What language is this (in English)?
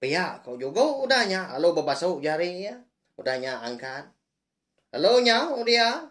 Iban